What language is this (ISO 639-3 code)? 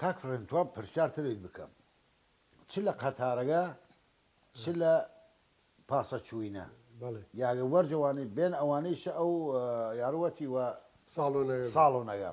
sdh